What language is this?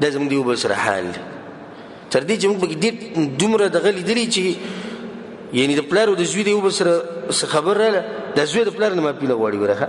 Pashto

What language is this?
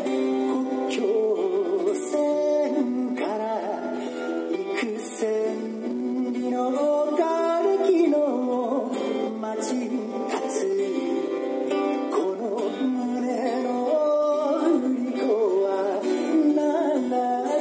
Japanese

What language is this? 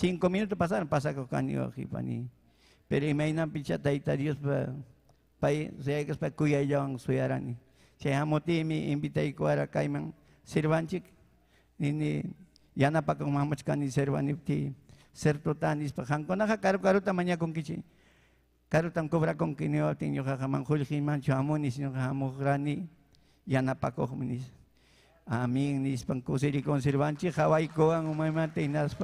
Ayacucho Quechua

